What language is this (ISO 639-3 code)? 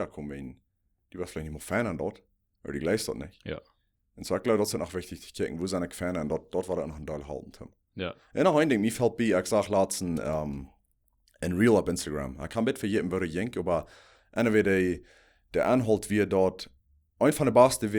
pdt